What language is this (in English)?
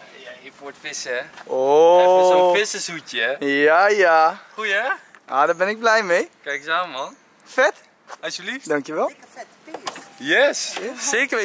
Dutch